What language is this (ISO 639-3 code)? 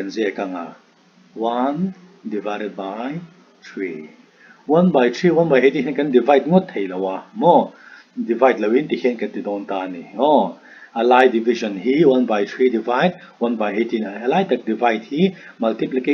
lus